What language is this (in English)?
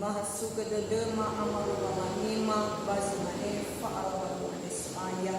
Nias